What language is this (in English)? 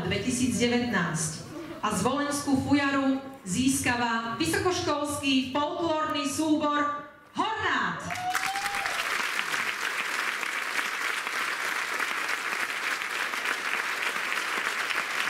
Slovak